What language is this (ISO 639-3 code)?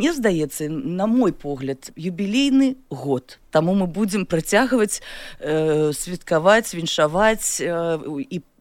bel